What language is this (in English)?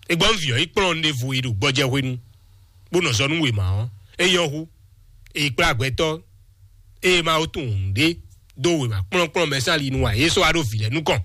Fon